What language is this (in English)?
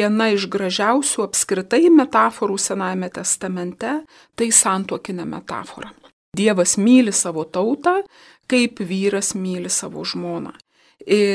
Lithuanian